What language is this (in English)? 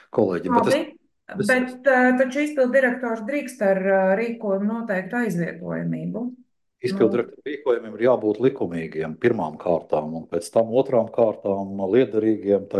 Latvian